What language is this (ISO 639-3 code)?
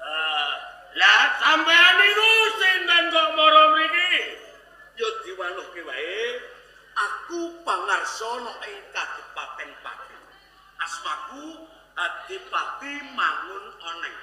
jav